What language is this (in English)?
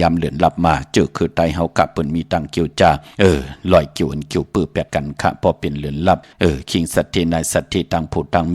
Shan